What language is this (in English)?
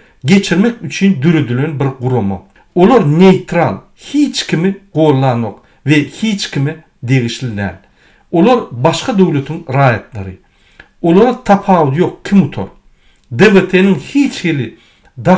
Turkmen